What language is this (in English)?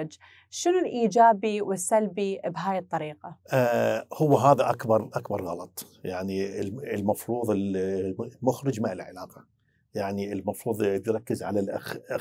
Mesopotamian Arabic